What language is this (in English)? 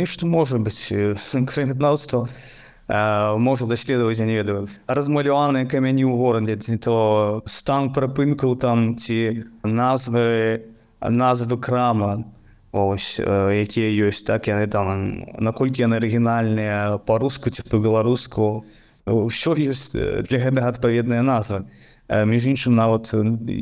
Belarusian